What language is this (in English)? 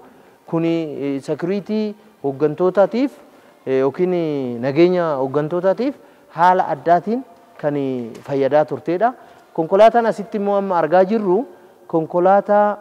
Oromo